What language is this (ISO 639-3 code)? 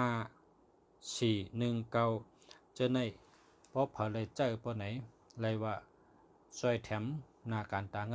shn